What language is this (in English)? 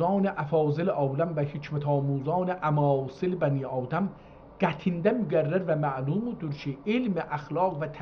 South Azerbaijani